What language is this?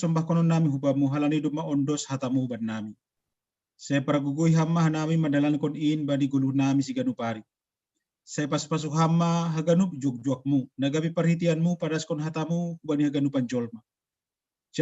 Batak Simalungun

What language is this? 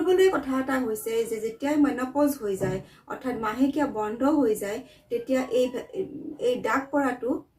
Assamese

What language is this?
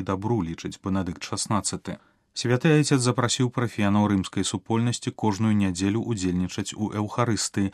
Belarusian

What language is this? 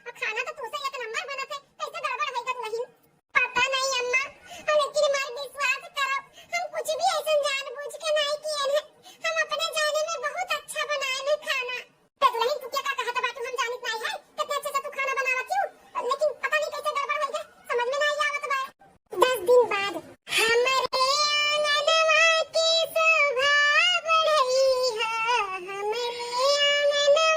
Awadhi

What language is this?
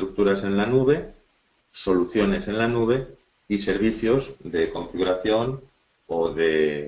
Spanish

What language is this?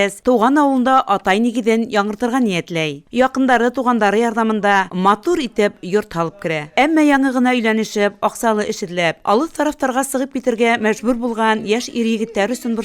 Bashkir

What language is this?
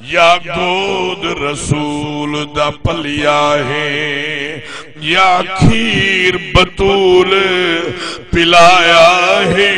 Saraiki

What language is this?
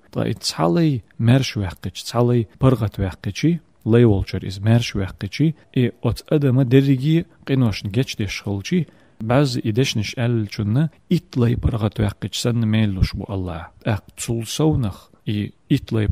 Chechen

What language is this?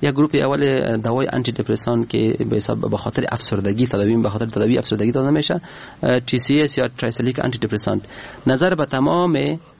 Persian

